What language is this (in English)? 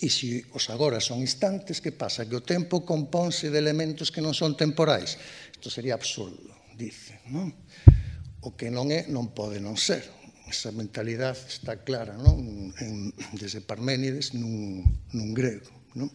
Galician